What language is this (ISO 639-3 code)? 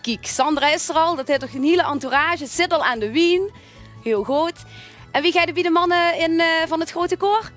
lim